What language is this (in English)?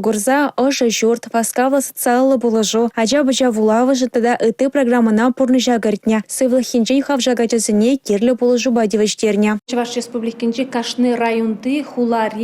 Chuvash